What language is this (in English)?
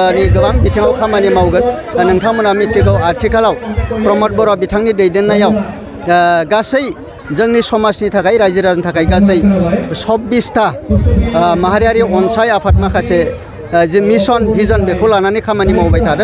Bodo